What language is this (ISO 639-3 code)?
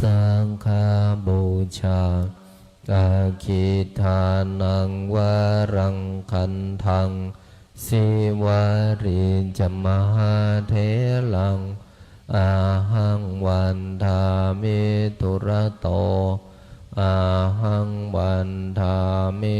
pli